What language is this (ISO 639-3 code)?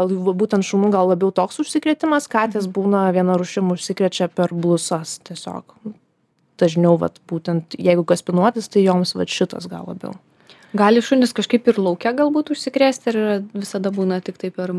lit